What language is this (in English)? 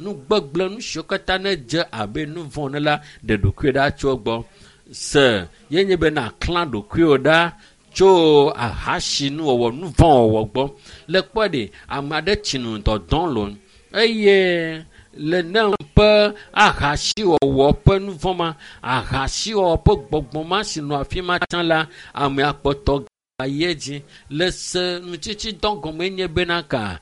Ewe